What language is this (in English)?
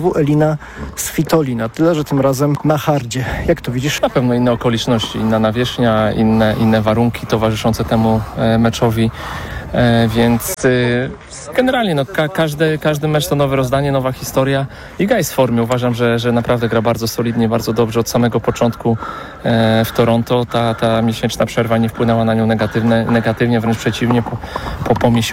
Polish